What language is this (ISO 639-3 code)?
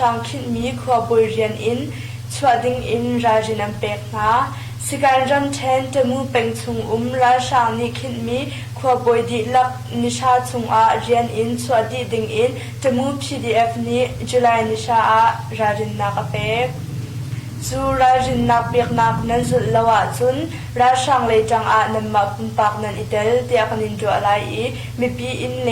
cnh